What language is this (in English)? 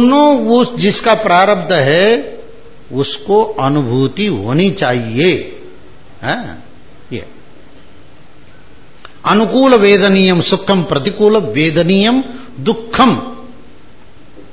Hindi